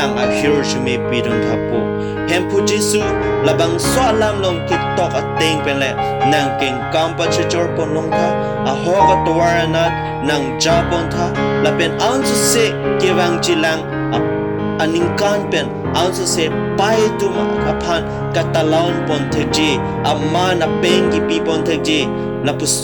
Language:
Karbi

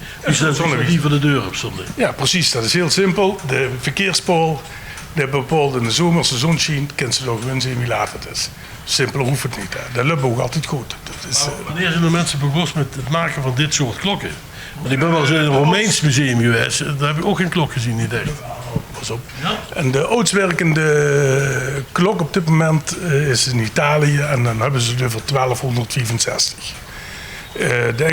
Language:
Limburgish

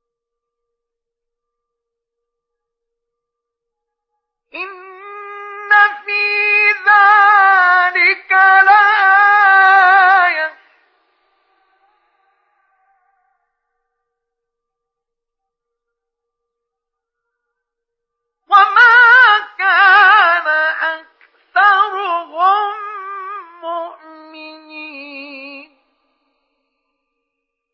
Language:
Arabic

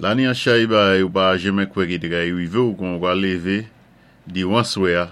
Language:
Saint Lucian Creole French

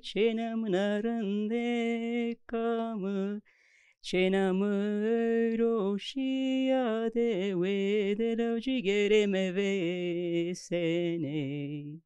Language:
Zaza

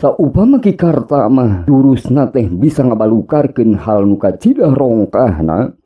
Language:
Sundanese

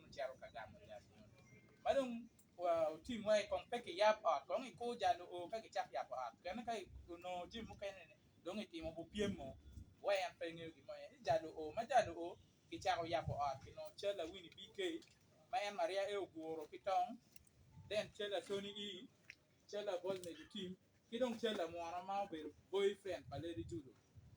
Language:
Acoli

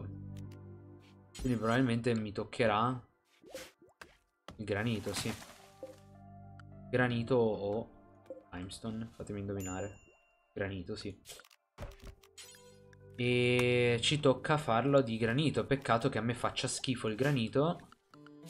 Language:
Italian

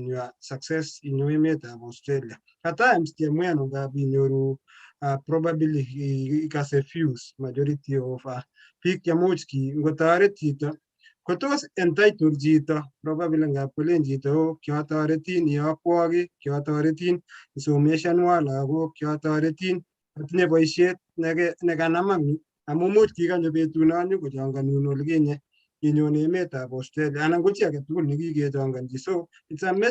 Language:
Kalenjin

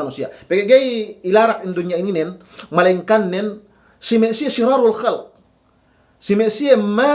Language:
Yakan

